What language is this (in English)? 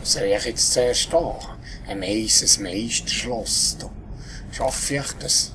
Swiss German